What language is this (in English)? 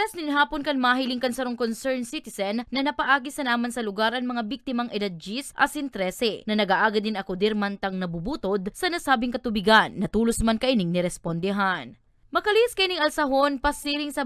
Bikol